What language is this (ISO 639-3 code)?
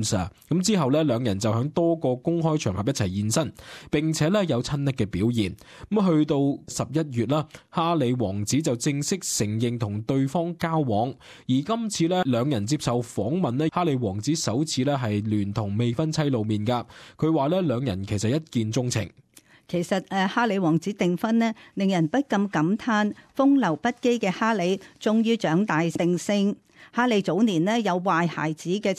yue